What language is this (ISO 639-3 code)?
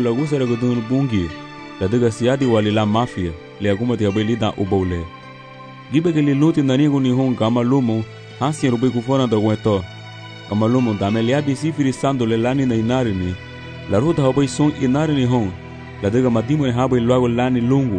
cab